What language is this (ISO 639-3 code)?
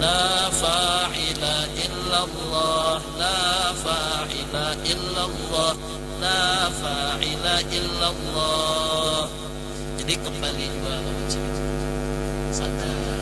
bjn